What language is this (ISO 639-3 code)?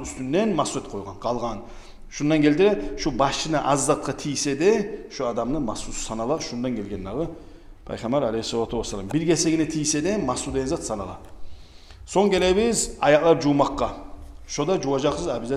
kum